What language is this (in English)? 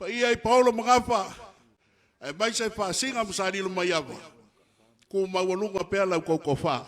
Samoan